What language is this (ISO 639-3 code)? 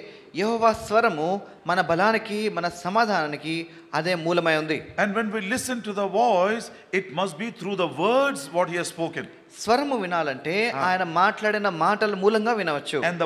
tel